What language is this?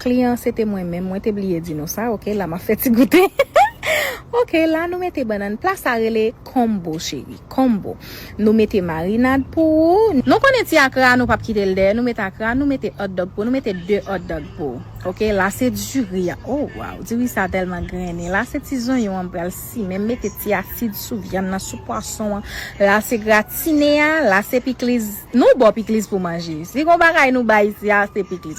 Haitian Creole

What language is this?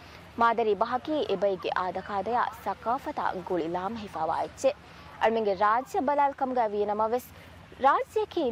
Divehi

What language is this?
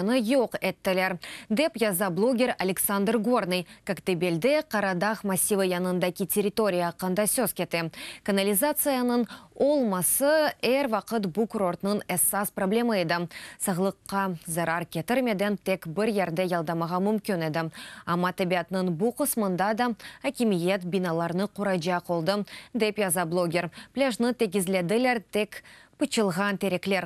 Crimean Tatar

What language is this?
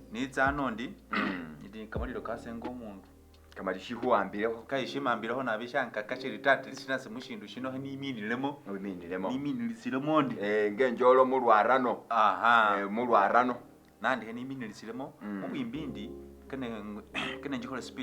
Masaaba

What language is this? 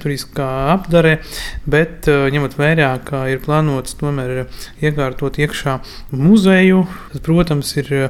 Latvian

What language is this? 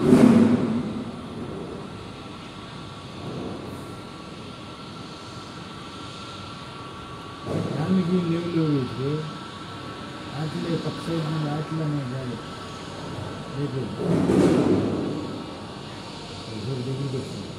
Telugu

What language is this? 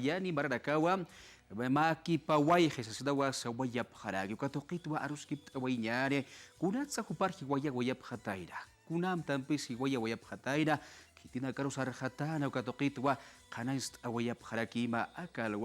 Aymara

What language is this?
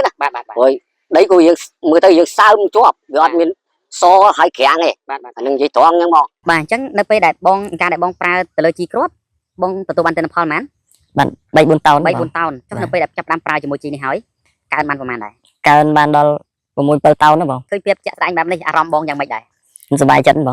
Khmer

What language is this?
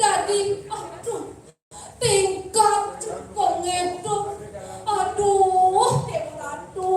Balinese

